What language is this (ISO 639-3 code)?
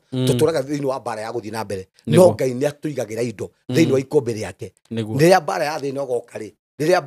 kik